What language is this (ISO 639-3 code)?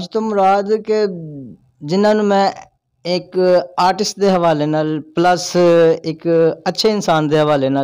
skr